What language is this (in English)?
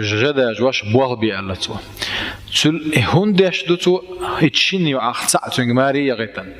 Chechen